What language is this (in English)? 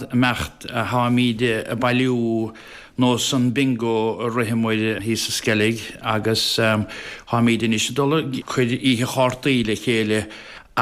Irish